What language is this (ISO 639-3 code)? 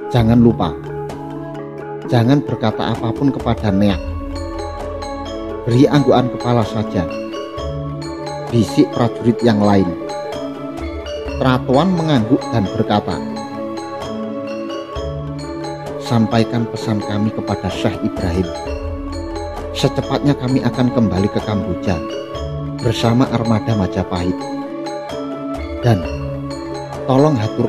ind